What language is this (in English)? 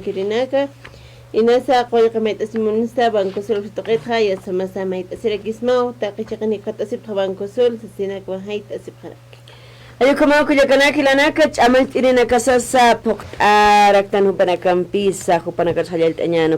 Aymara